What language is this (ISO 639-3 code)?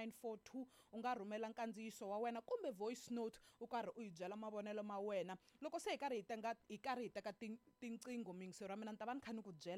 tso